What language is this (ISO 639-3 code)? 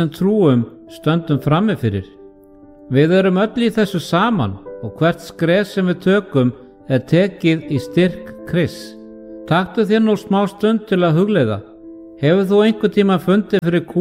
isl